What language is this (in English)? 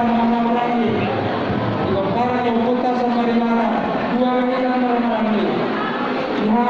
Batak Toba